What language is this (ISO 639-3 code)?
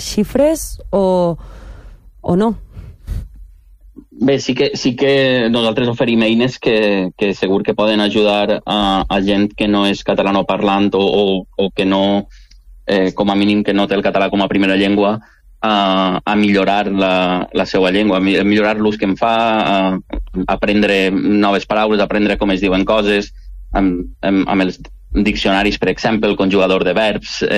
cat